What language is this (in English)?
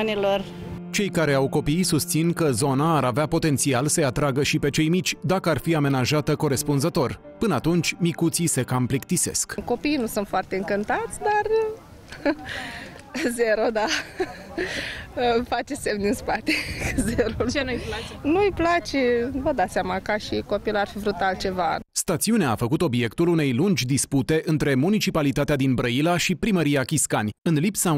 Romanian